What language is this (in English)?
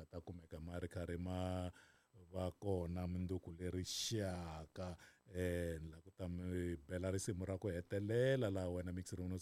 Tsonga